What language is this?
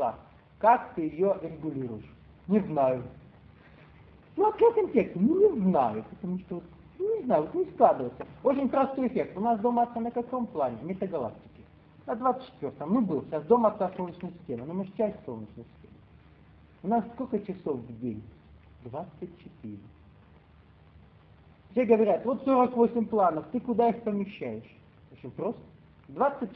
Russian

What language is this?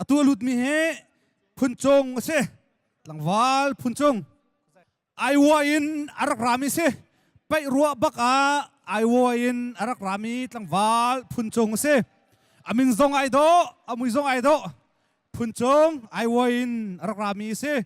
Hakha Chin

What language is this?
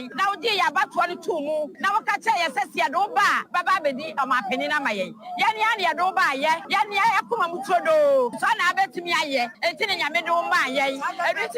Akan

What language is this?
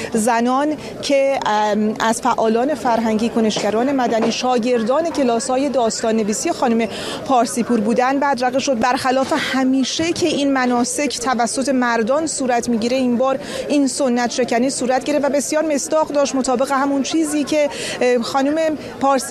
Persian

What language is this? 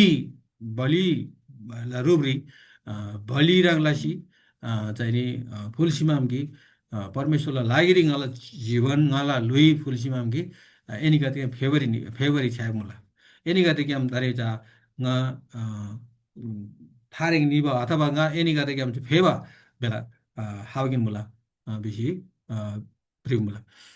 Eastern Tamang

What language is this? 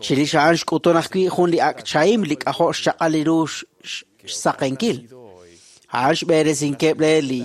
Kekchí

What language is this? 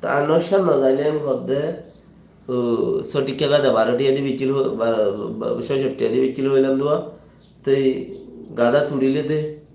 Rohingya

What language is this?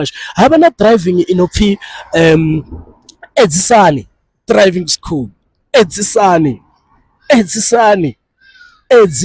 Venda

